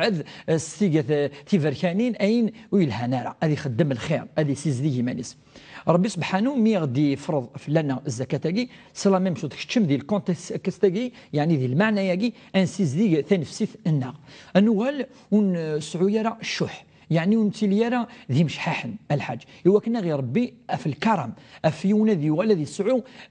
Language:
Kabyle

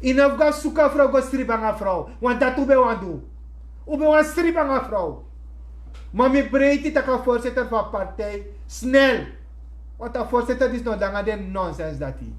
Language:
Sranan Tongo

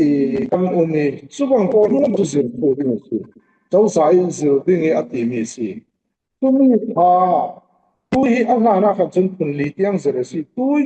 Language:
Falam Chin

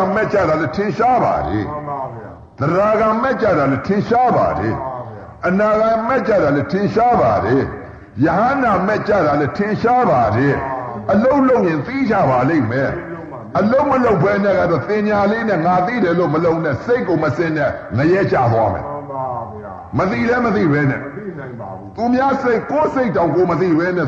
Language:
Burmese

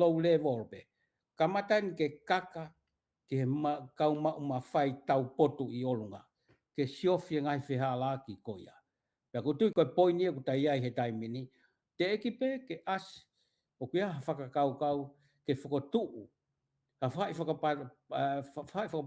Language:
Tongan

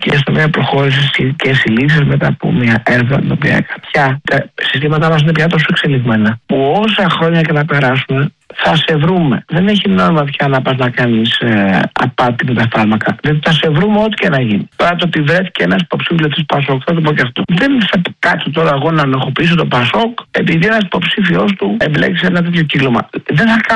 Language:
Greek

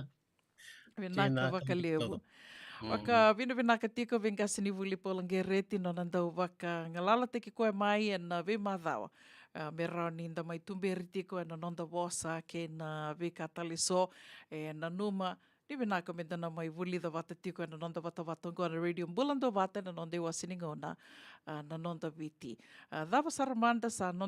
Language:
Fijian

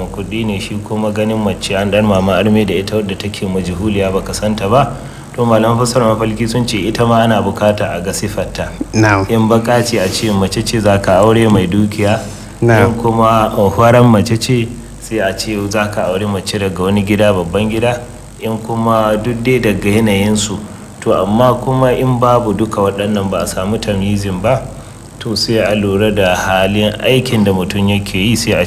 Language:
Hausa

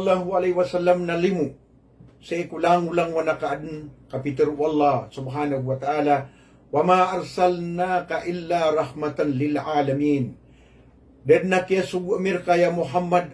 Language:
Maranao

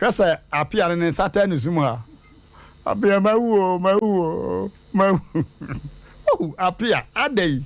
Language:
Akan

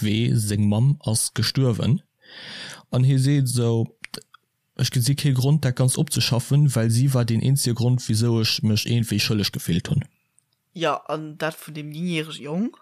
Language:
Luxembourgish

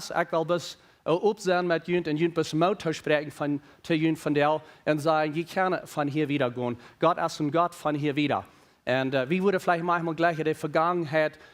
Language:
Plautdietsch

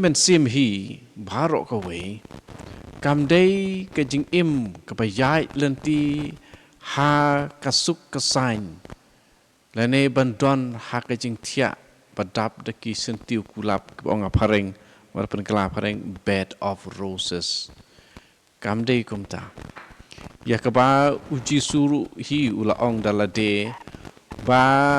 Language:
Khasi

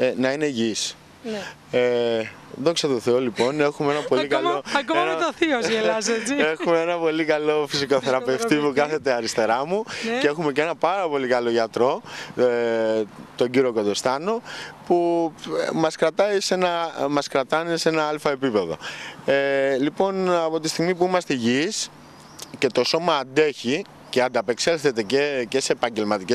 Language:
Greek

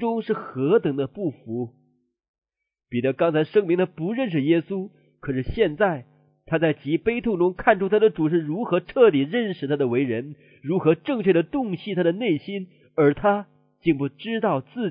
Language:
Chinese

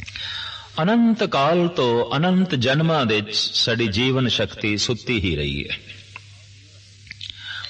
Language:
Punjabi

